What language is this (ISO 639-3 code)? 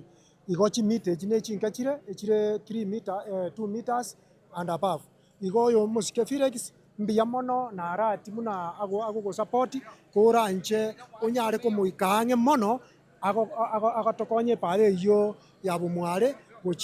guz